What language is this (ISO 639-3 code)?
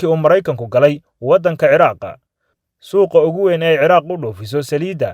som